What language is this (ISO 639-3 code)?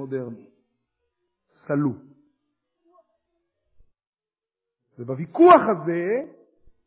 heb